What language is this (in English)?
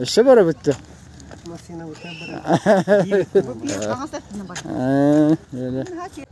Yakut